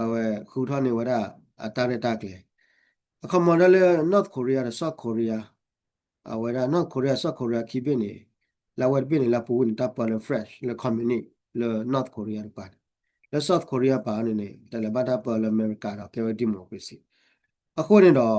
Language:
S'gaw Karen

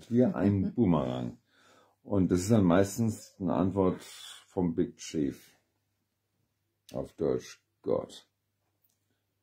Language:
German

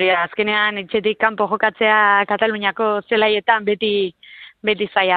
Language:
Basque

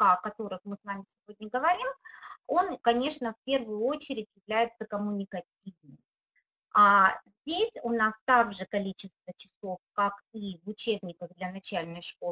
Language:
Russian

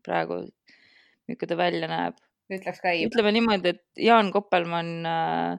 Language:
Estonian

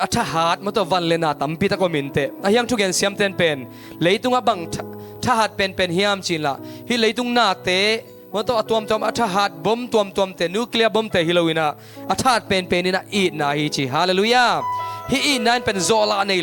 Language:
Tedim Chin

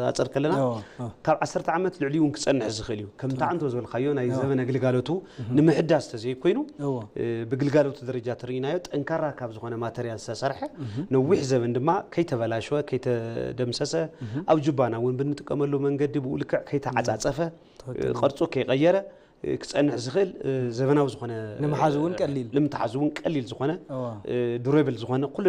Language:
Tigrinya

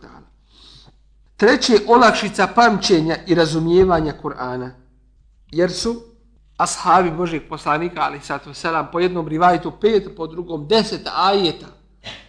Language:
Bosnian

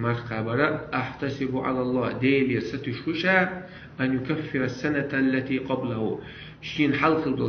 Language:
Chechen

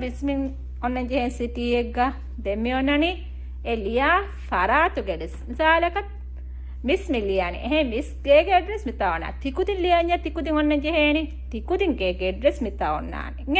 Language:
Divehi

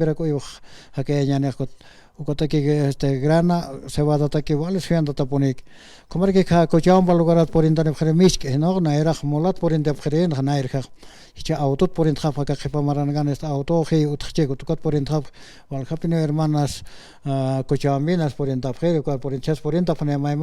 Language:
Aymara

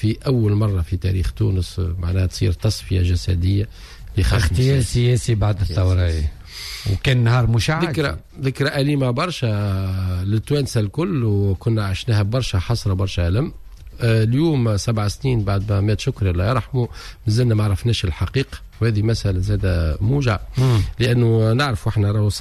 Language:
Tunisian Arabic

